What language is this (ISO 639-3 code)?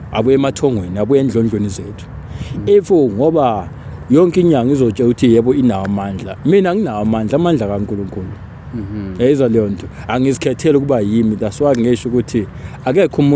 zul